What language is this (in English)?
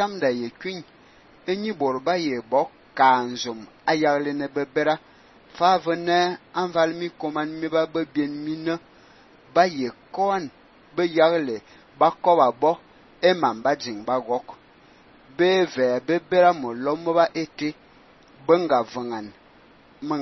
Fang